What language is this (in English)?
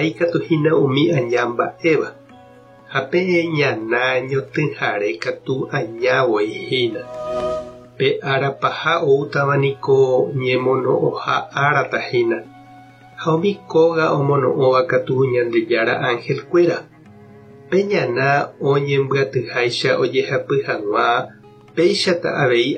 Guarani